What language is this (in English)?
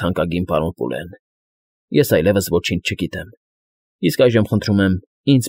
Armenian